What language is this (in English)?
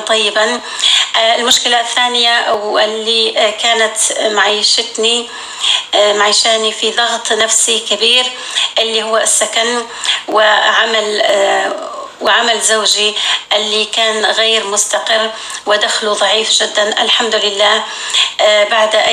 North Levantine Arabic